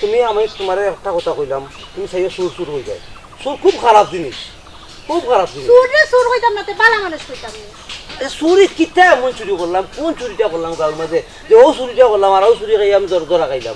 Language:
Sylheti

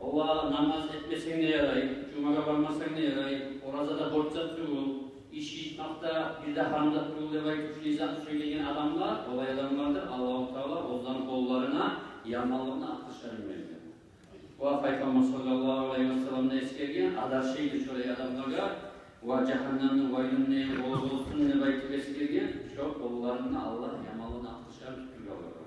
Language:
Kumyk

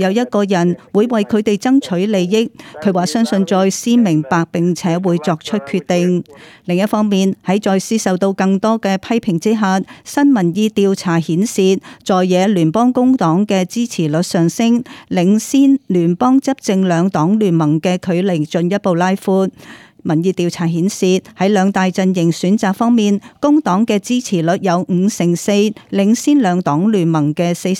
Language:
Cantonese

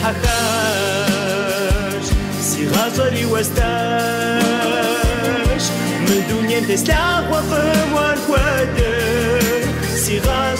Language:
Kabardian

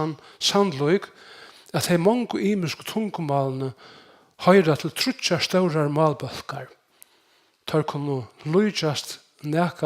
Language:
Faroese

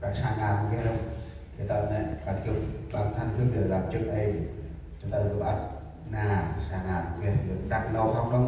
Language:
Central Mnong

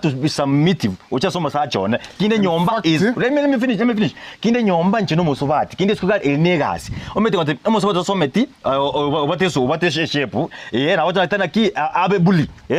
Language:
Gusii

